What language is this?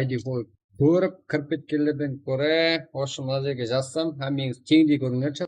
Kara-Kalpak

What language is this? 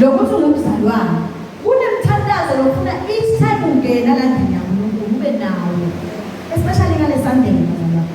Zulu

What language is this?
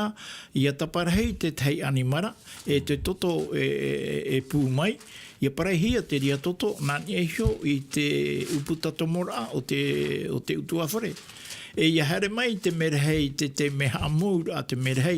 Tahitian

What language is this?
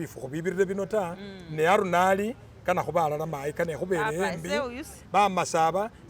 Masaaba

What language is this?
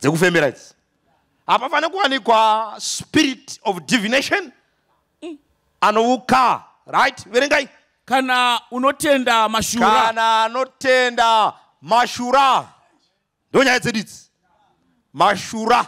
Shona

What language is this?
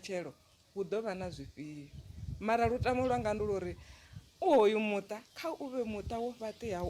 Venda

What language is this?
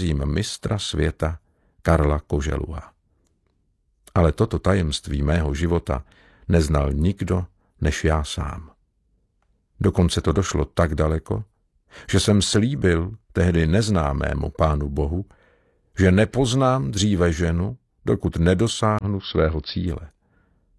Czech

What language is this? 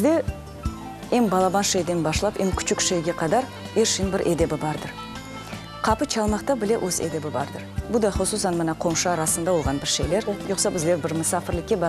Crimean Tatar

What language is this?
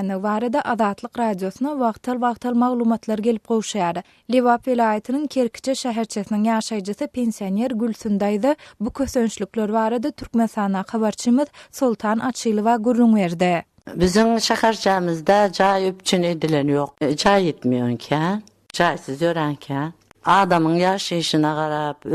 Turkmen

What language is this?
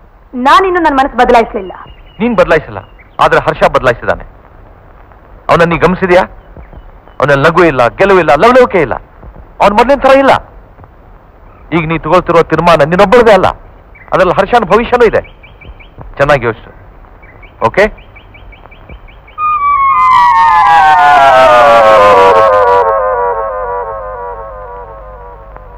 Kannada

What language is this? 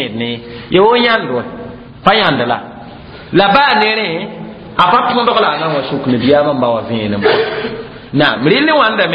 Mossi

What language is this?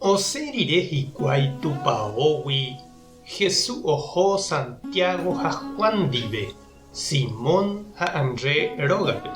Guarani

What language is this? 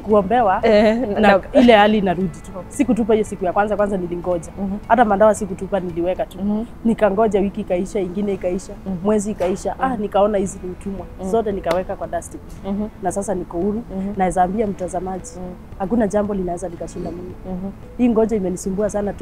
Swahili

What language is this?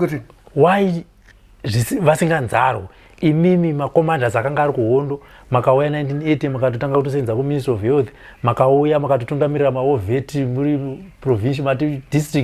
Shona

